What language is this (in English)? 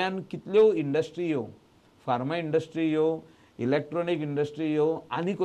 Konkani